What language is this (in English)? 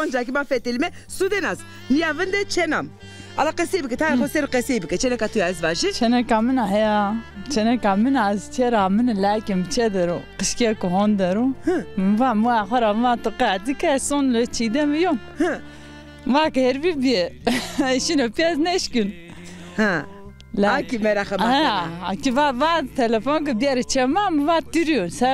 Zaza